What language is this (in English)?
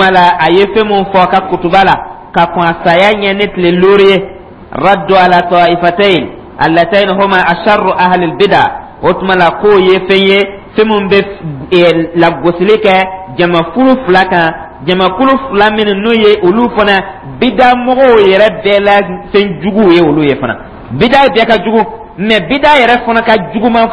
Dyula